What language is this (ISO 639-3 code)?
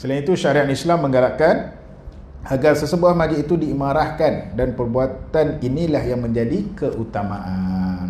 msa